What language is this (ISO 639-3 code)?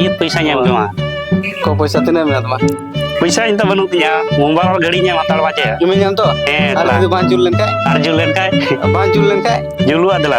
sat